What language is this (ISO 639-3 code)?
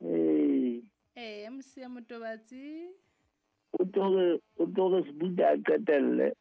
sot